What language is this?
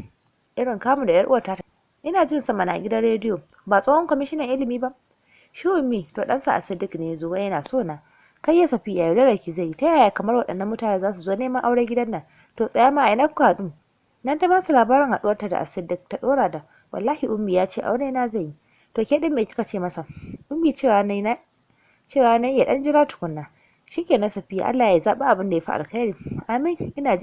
Hausa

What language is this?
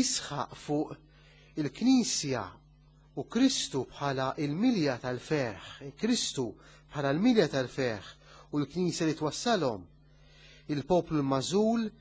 Maltese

